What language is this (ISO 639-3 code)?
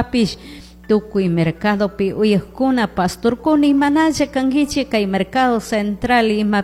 qug